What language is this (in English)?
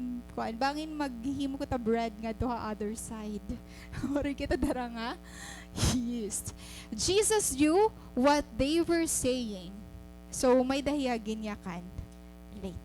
Waray